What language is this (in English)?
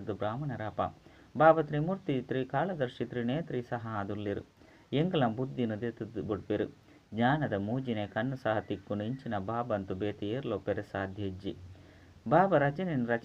Tulu